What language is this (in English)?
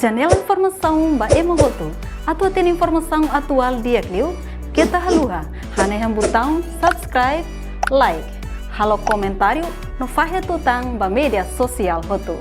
Tetum